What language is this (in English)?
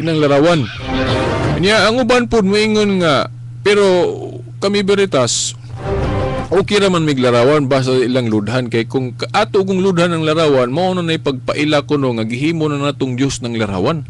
Cebuano